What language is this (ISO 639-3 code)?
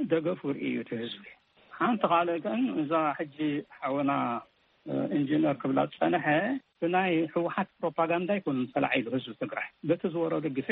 tir